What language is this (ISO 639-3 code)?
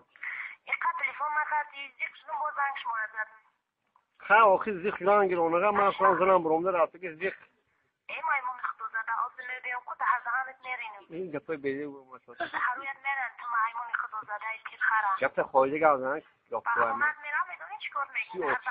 tgk